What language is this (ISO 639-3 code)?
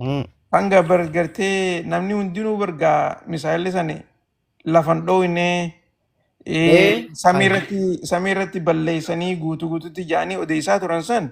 orm